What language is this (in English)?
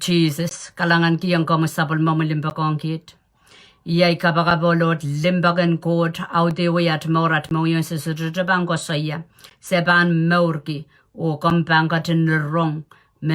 Pohnpeian